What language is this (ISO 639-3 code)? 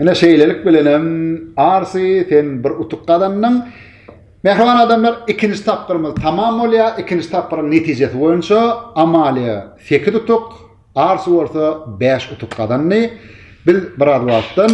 tuk